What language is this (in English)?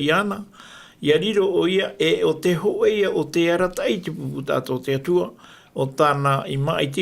Tahitian